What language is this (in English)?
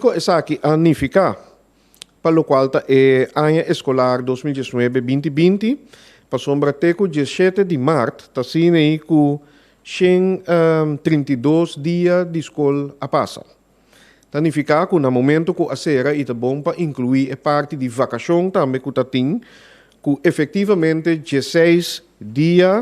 Papiamento